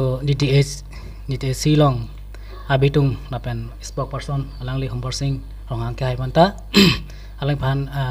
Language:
Karbi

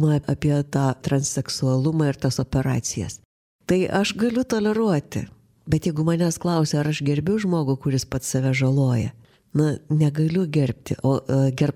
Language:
Lithuanian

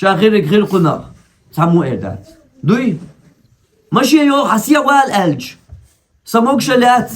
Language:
Chechen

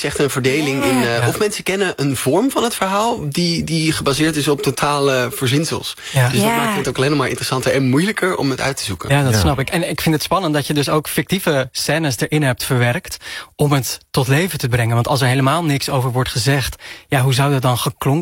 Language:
Dutch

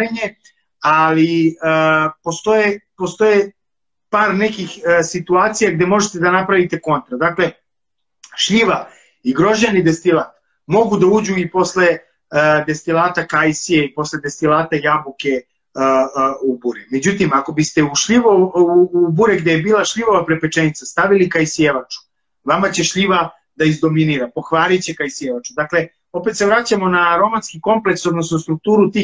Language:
Serbian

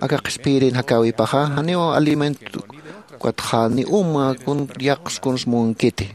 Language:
Aymara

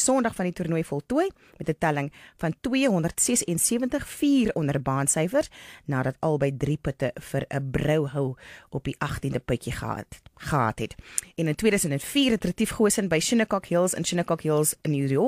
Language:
Afrikaans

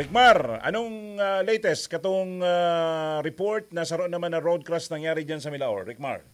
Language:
Bikol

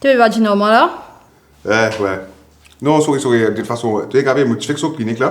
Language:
Morisyen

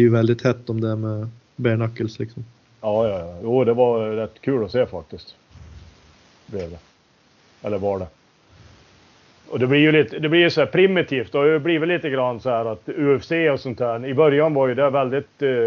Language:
Swedish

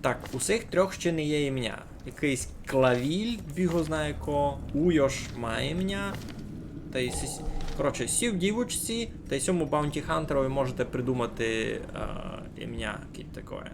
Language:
Rusyn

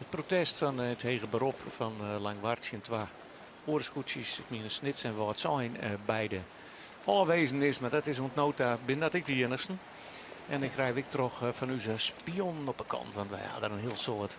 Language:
Western Frisian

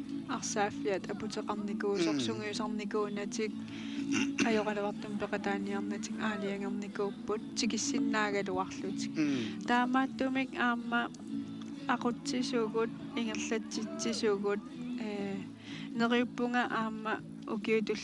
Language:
Kalaallisut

